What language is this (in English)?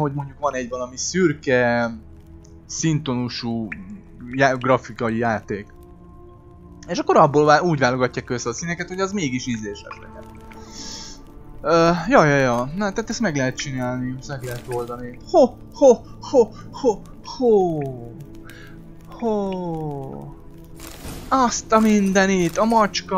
Hungarian